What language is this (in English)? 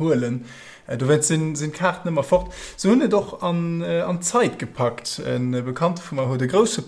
Luxembourgish